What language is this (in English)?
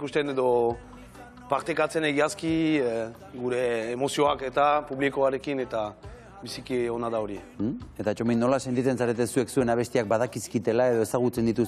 Basque